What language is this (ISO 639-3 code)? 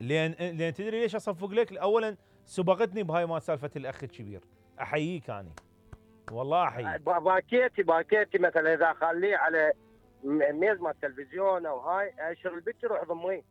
acm